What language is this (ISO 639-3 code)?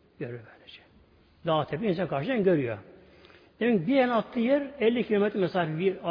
tur